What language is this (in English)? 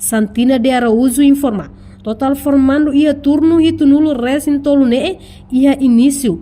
Tetum